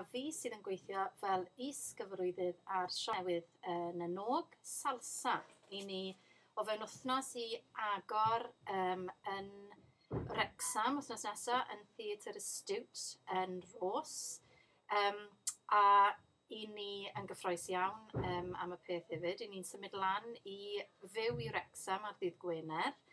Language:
Welsh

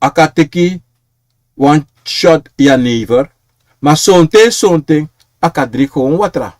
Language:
Sranan Tongo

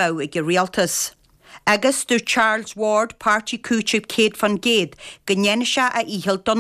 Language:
Irish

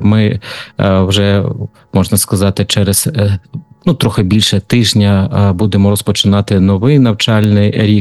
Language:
Ukrainian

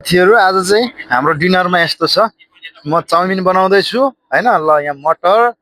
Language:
Nepali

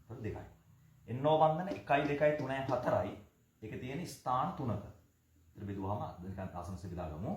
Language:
Sinhala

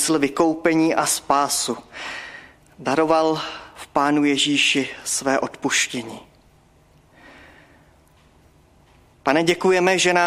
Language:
Czech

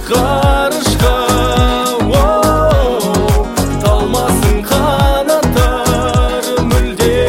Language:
Kazakh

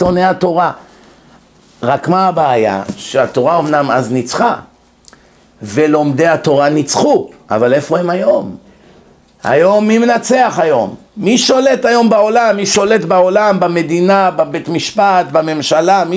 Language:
Hebrew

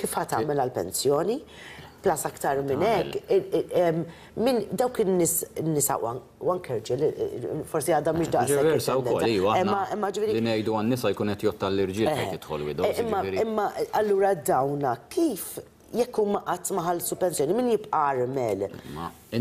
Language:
Maltese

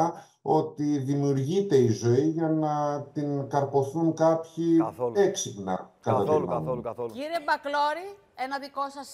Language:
Greek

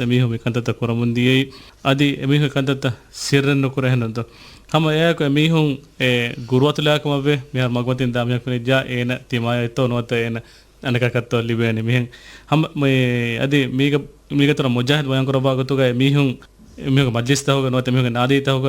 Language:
Divehi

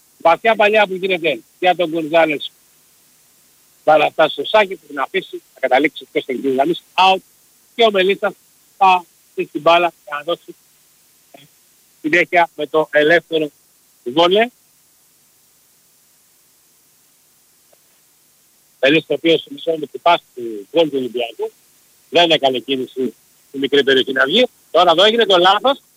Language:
Greek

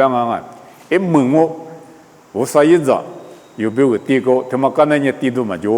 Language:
Lisu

